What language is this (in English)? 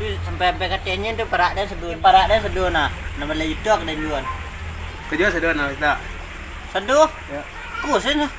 Minangkabau